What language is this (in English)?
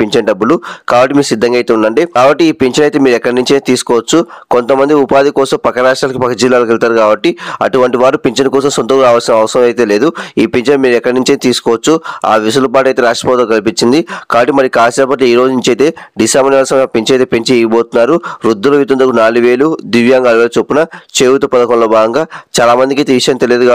Telugu